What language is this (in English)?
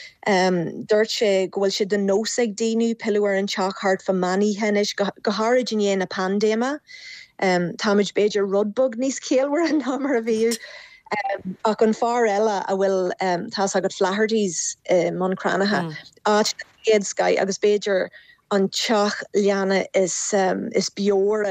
Irish